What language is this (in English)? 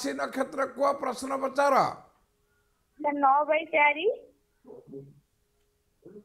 Odia